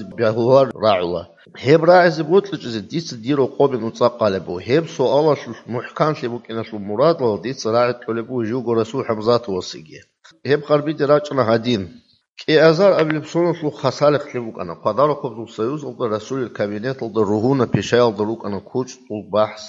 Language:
Avaric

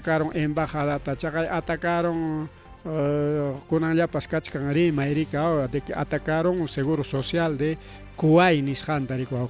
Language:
Ayacucho Quechua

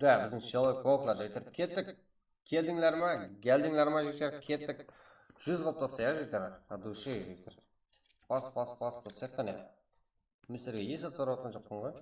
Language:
Kara-Kalpak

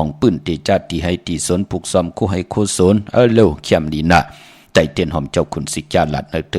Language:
Shan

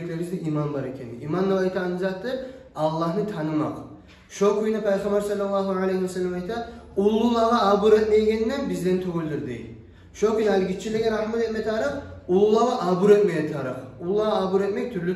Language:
Kumyk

